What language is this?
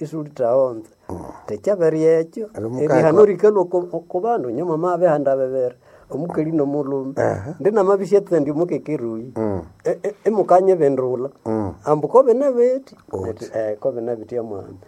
Nande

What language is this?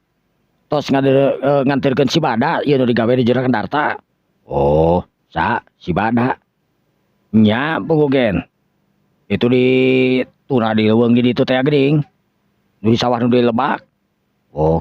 Sundanese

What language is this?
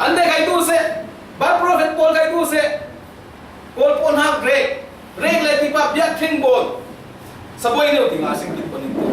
Falam Chin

